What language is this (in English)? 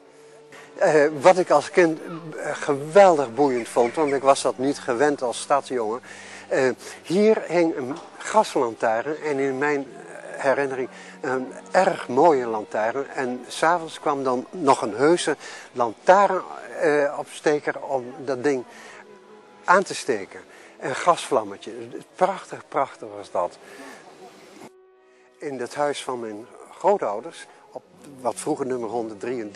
Dutch